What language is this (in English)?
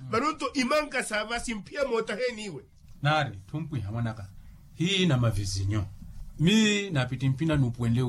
Makhuwa